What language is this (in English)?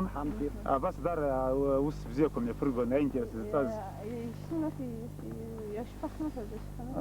Abkhazian